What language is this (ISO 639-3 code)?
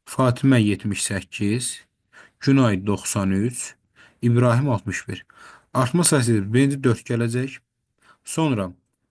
aze